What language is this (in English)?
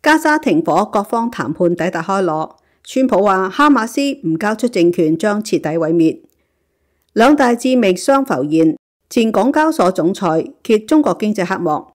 Cantonese